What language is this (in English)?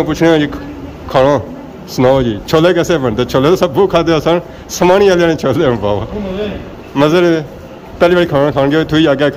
Pahari-Potwari